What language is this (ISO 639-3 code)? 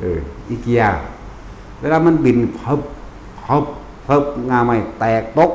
tts